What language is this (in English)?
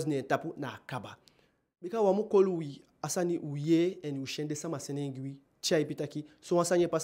Eastern Maroon Creole